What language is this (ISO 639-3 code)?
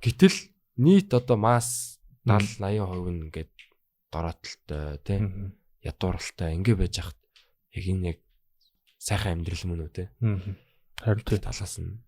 mon